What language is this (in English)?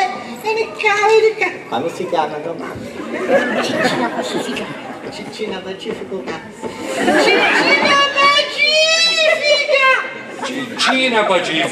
Sicilian